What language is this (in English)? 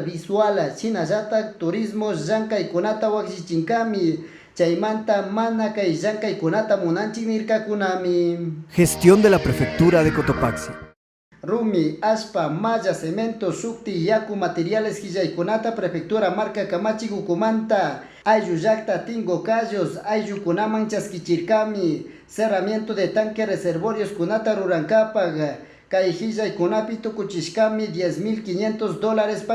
Chimborazo Highland Quichua